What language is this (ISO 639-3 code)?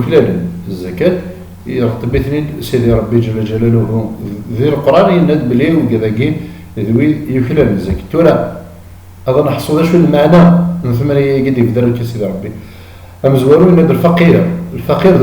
kab